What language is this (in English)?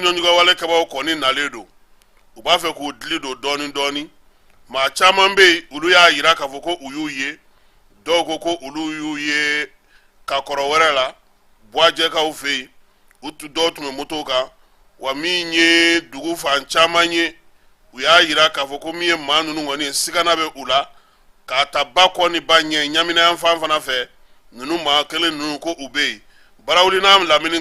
Bambara